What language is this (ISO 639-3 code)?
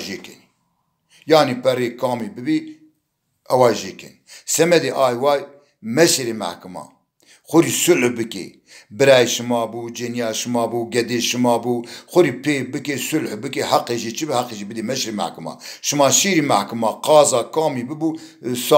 zza